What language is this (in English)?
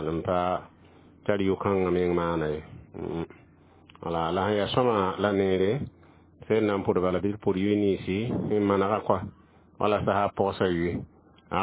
Mossi